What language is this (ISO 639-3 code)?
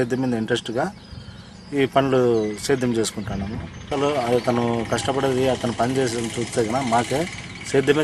tel